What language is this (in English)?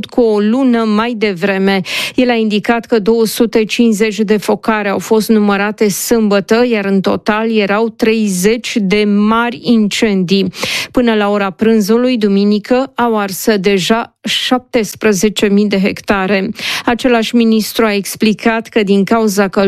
Romanian